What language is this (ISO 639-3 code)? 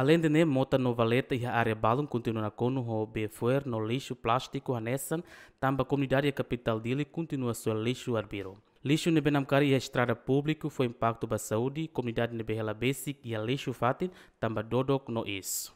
tet